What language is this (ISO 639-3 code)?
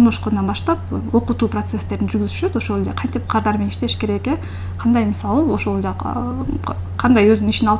kir